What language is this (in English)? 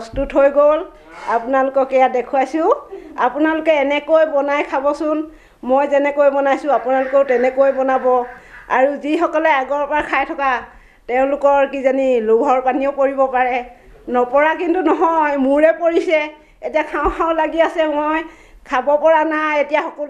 Assamese